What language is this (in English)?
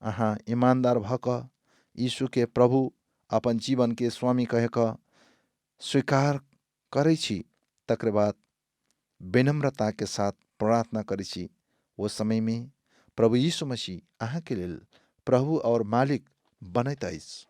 Maithili